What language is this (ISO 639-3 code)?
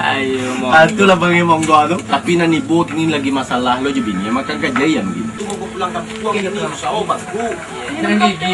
min